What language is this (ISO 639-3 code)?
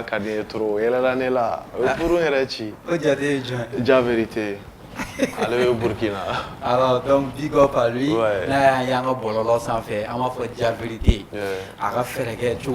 bam